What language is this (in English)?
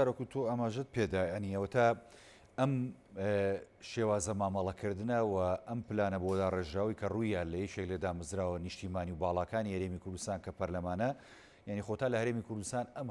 Central Kurdish